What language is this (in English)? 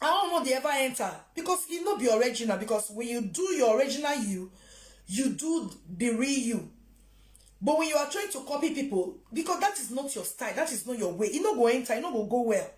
Nigerian Pidgin